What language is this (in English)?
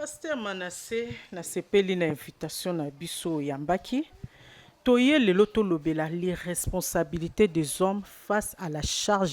Lingala